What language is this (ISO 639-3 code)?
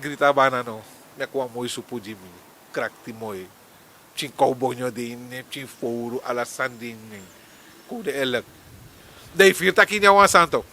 srn